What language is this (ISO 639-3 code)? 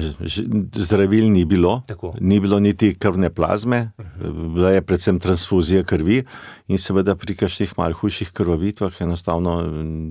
slv